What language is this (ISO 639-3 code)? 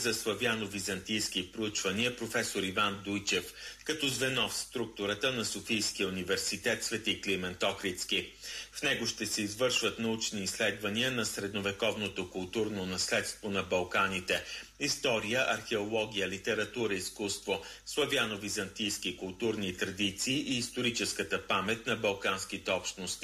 bul